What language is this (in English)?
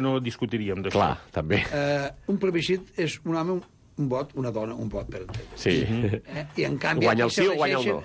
Catalan